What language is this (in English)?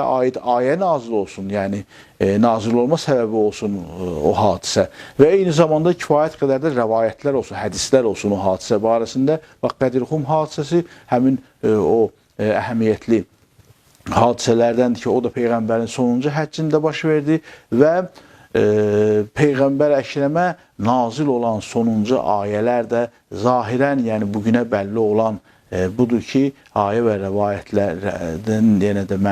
Azerbaijani